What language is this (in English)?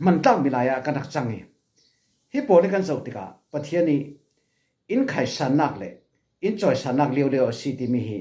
Falam Chin